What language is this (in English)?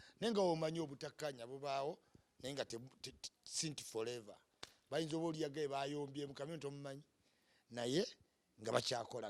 Ganda